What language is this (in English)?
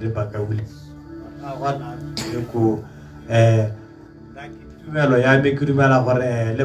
Tswana